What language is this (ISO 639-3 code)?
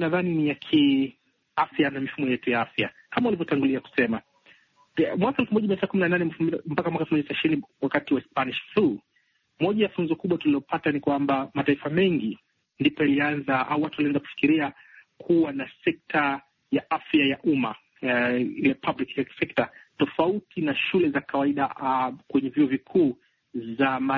swa